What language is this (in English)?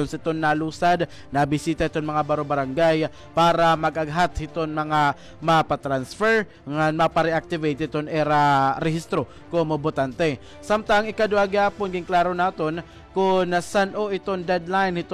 Waray